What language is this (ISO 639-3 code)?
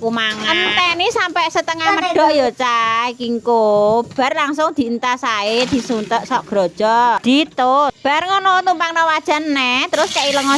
jav